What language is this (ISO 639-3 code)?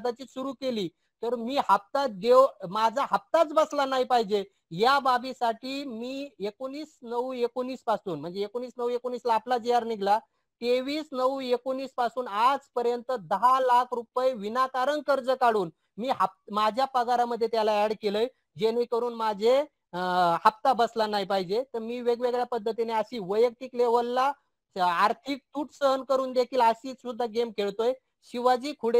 mar